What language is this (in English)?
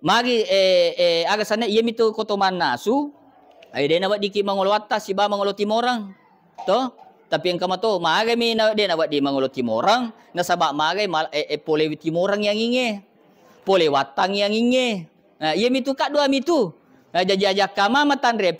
Buginese